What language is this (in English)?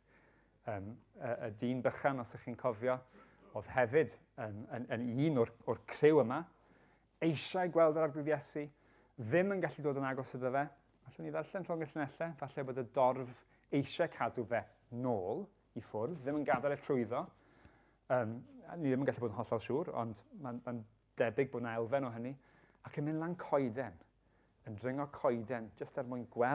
Welsh